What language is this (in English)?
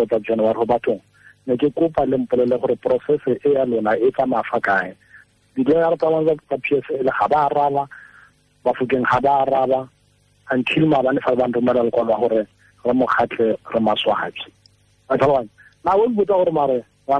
Tswana